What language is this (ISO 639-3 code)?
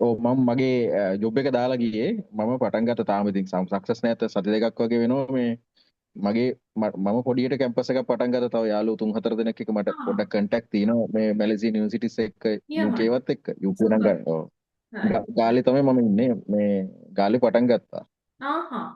sin